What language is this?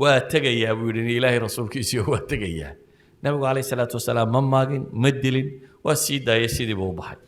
Somali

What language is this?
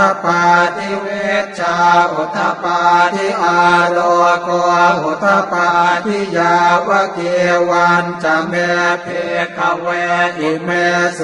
Pali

